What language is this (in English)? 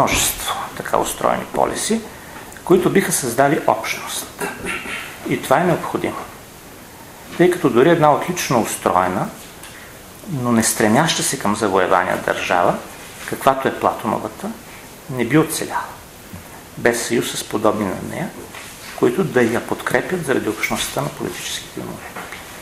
Bulgarian